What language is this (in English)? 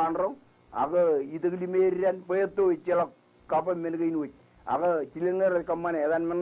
Marshallese